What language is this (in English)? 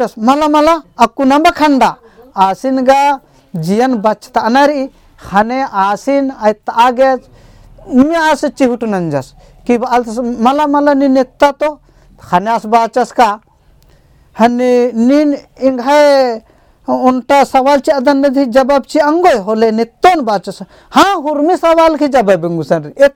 Kurukh